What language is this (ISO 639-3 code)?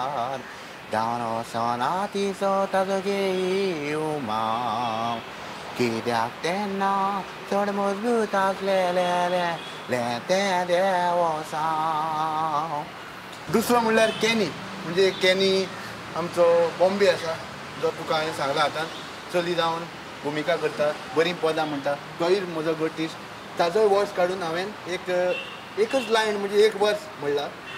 kok